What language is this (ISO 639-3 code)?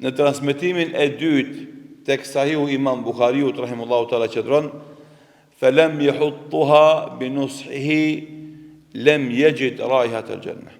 sqi